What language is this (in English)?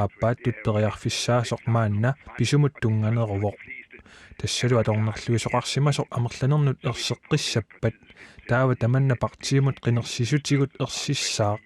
Kalaallisut